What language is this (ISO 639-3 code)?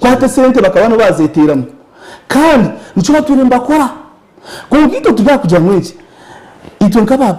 nyn